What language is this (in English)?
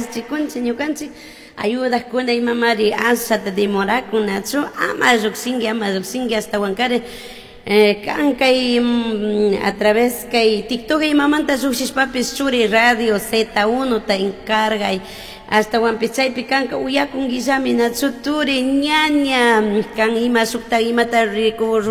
Chimborazo Highland Quichua